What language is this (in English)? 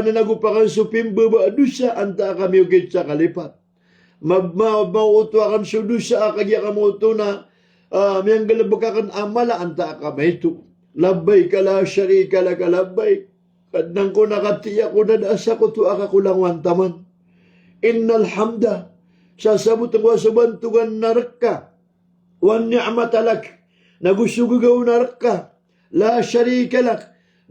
Maranao